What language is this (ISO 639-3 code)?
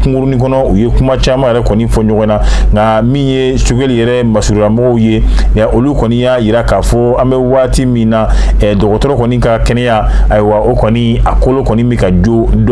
bam